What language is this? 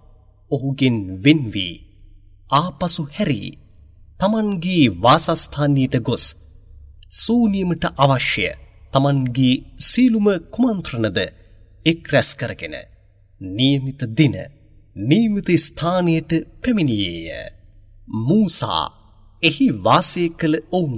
Sinhala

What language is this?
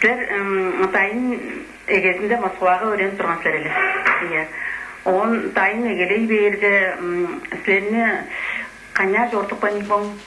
Tuvinian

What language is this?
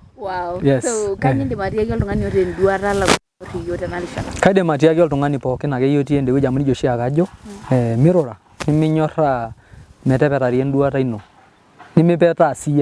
Masai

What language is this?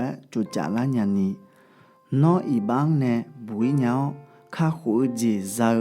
Akha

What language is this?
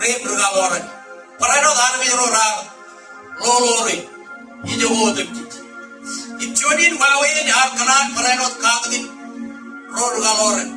Marshallese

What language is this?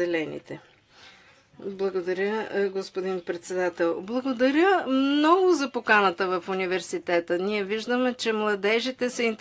Bulgarian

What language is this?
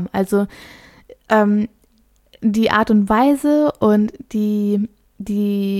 German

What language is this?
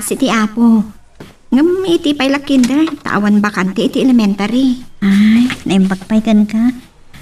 Iloko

